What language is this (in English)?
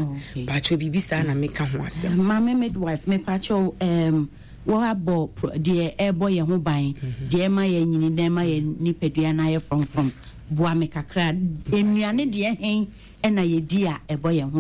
Akan